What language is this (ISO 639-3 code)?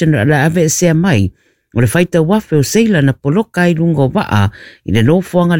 smo